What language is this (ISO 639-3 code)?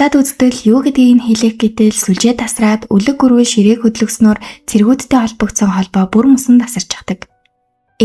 mon